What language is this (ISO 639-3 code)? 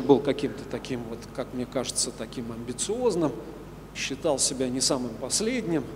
rus